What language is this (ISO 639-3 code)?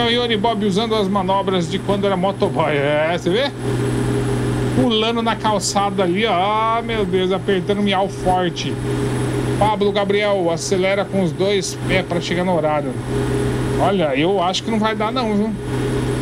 por